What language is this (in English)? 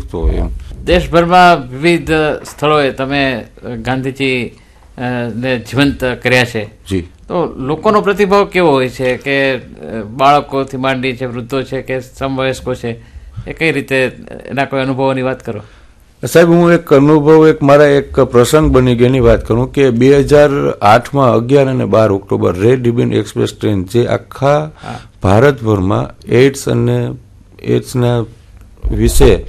Gujarati